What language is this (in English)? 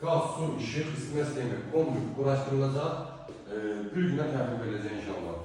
Azerbaijani